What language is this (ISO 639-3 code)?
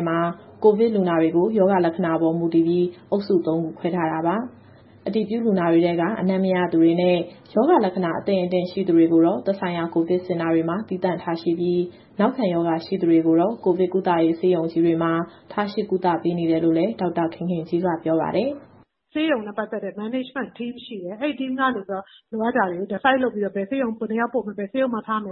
mya